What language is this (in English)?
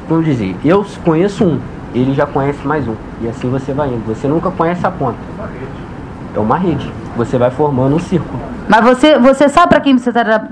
Portuguese